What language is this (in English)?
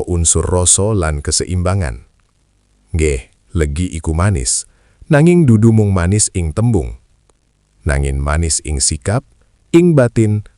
Javanese